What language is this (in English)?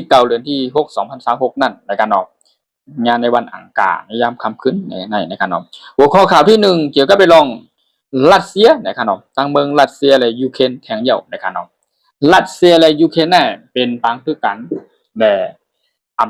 Shan